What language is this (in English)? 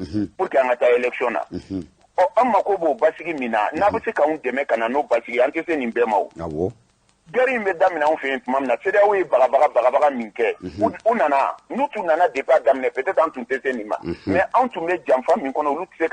Bambara